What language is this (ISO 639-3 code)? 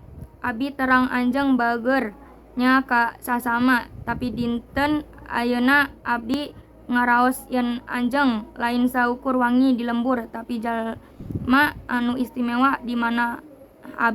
sun